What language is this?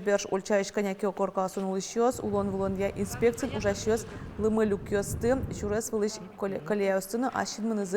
Udmurt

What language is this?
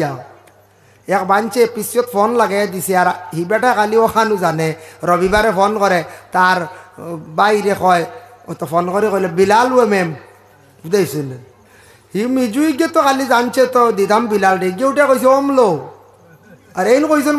Sylheti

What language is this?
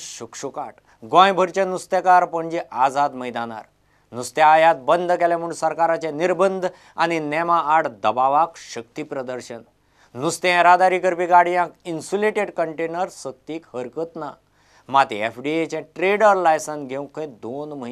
Konkani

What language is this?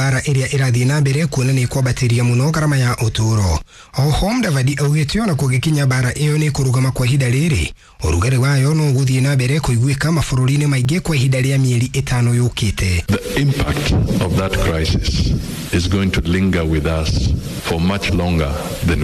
Kikuyu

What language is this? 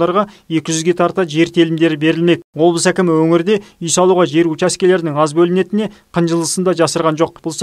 Kazakh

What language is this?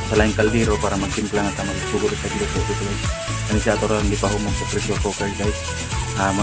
Cebuano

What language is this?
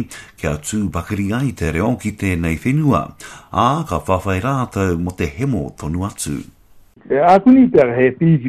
Māori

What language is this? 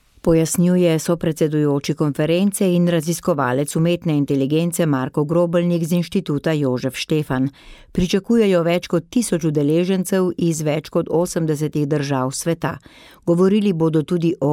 Slovenian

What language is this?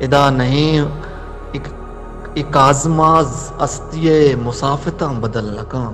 Eastern Balochi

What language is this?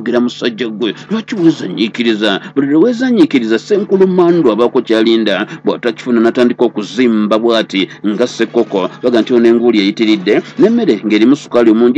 Ganda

